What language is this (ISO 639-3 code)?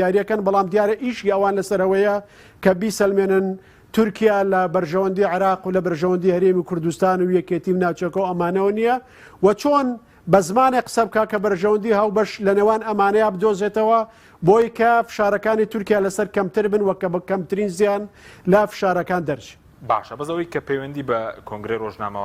ckb